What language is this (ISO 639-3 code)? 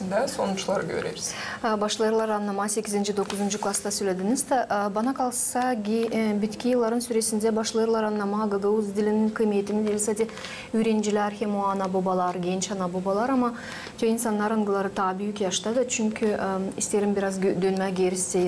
gag